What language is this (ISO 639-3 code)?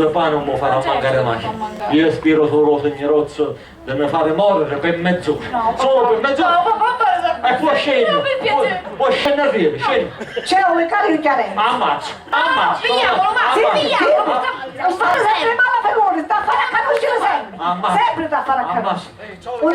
scn